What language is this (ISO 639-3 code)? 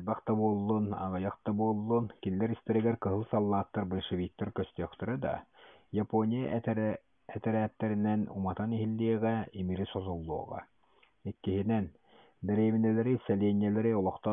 sah